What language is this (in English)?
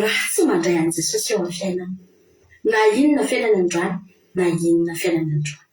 Malagasy